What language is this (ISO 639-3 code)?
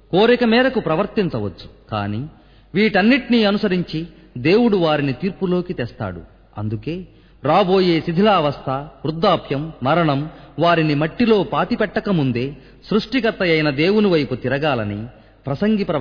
tel